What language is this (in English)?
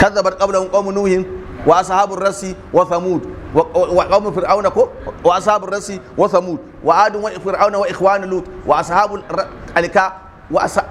Hausa